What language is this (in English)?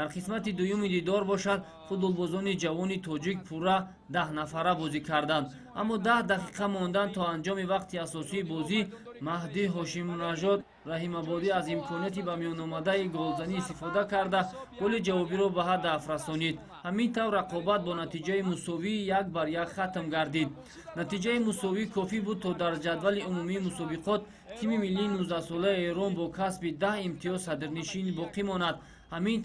Tajik